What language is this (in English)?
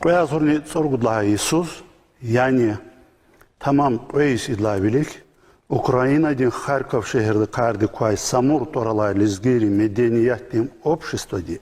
Lezghian